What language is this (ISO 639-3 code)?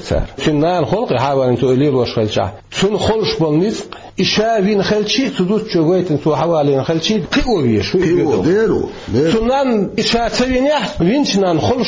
che